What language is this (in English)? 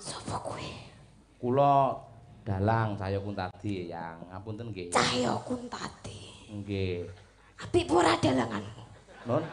Javanese